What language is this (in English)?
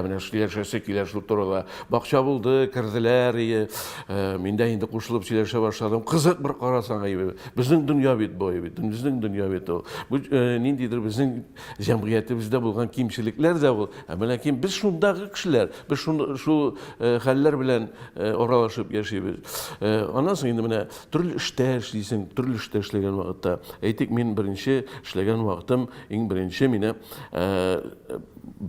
Tatar